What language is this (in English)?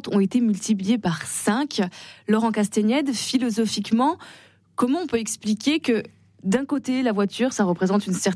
French